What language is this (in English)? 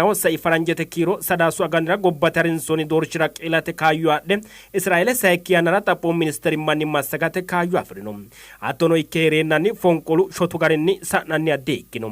Sidamo